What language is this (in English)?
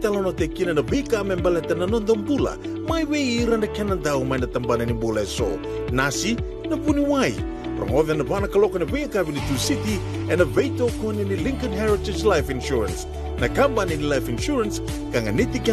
Fijian